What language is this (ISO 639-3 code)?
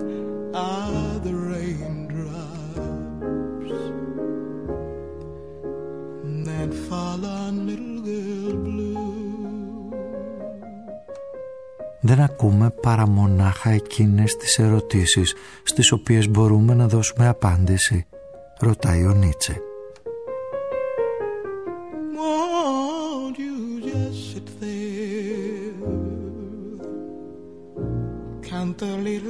ell